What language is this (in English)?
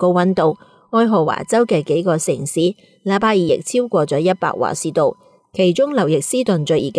Cantonese